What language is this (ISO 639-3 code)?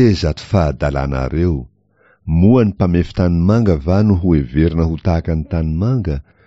mlg